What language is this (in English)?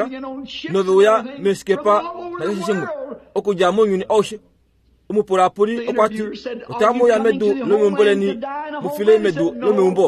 Kuanyama